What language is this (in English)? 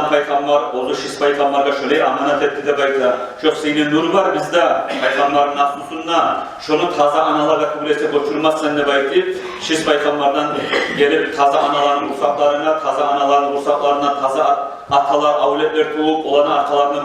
Kumyk